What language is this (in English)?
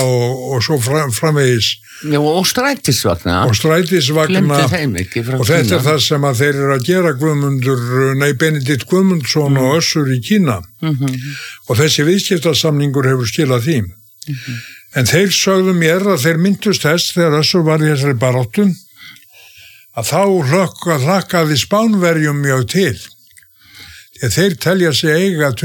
Icelandic